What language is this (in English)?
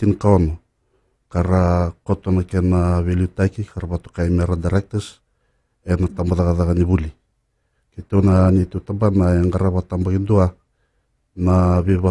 Fijian